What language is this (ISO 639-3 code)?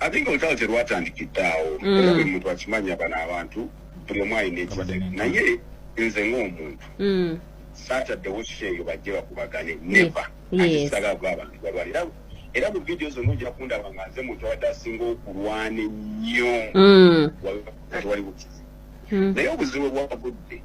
lug